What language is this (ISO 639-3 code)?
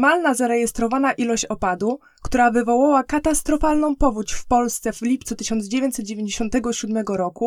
pol